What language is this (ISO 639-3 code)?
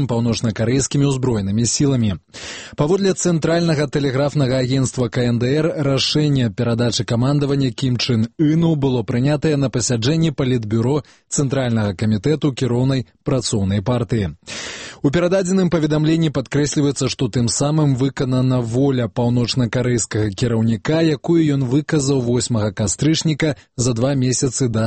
bel